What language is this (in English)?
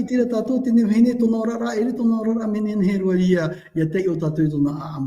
Tahitian